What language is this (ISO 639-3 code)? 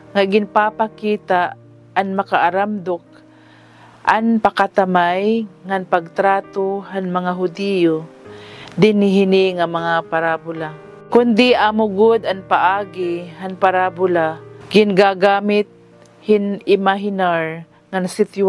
war